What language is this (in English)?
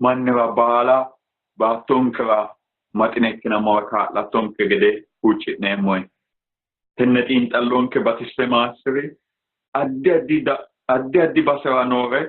Sidamo